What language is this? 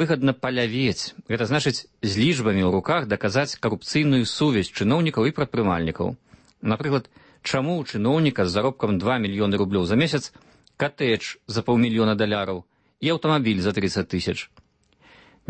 Belarusian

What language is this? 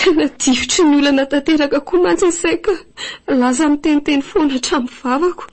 Malagasy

